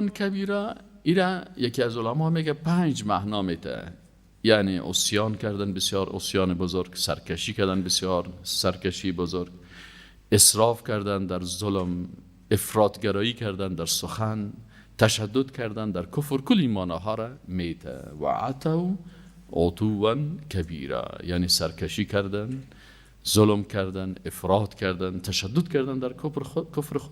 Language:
Persian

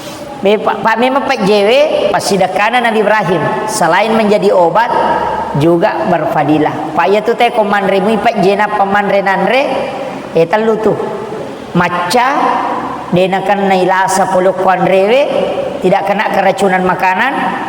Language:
Buginese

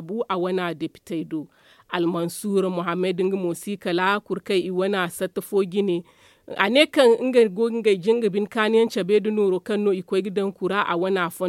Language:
Zarma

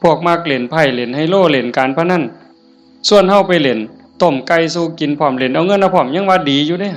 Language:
Northeastern Thai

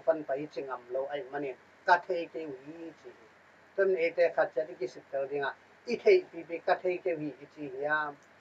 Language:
Tedim Chin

